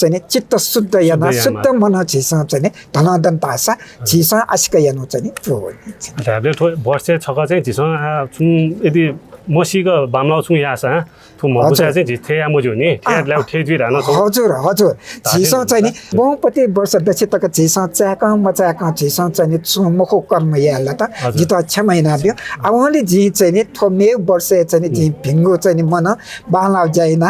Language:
Newari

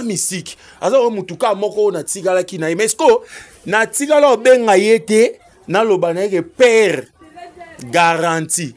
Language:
Lingala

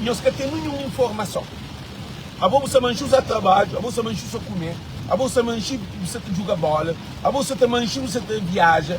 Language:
Kabuverdianu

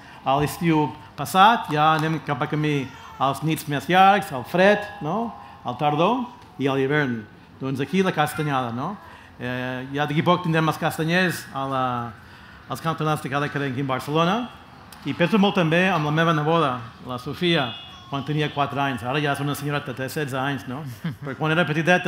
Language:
Catalan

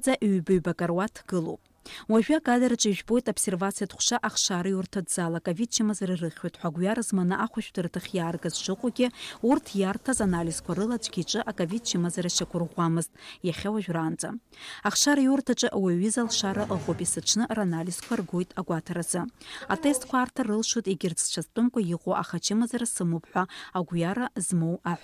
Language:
Abkhazian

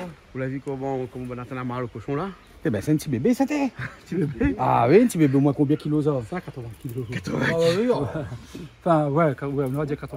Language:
Réunion Creole French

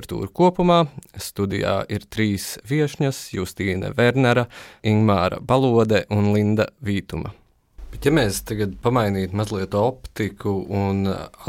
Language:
Latvian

